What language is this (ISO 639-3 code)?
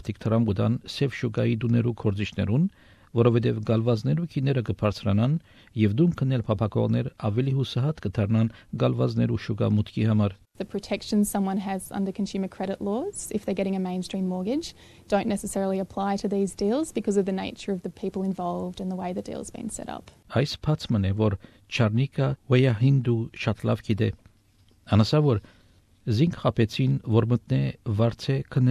hye